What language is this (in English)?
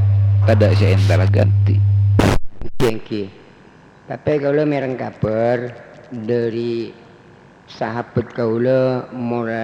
Madurese